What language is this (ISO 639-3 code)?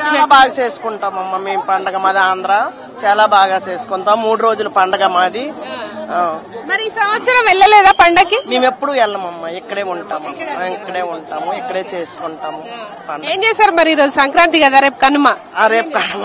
tel